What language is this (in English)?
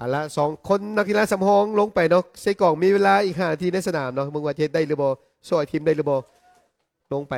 Lao